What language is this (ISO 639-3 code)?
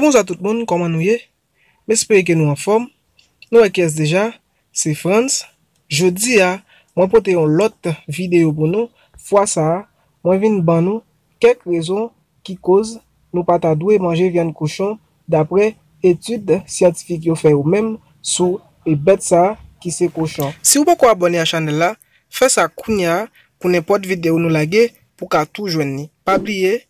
hat